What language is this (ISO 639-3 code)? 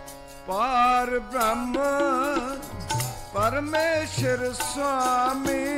pan